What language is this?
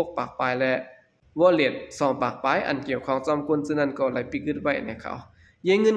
Shan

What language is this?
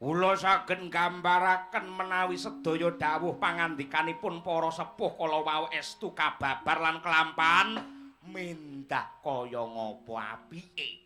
Javanese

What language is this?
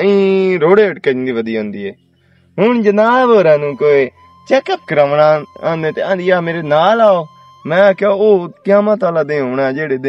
Western Panjabi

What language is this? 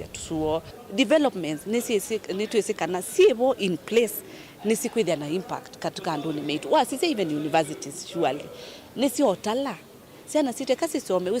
Kamba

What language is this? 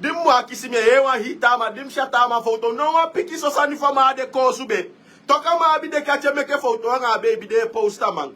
Sranan Tongo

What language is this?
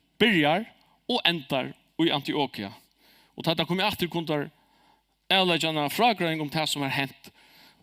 Faroese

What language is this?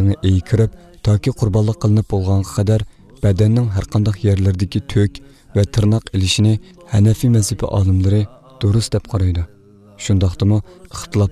Uyghur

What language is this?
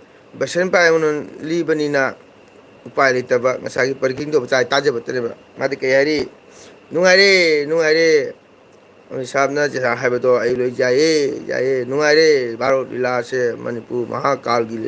Manipuri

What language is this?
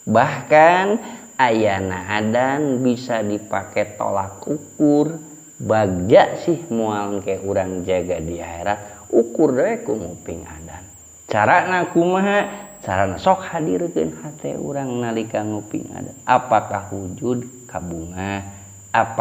Sundanese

